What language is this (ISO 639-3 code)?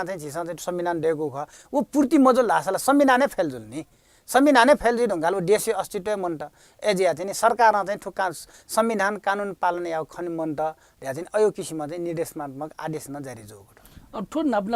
new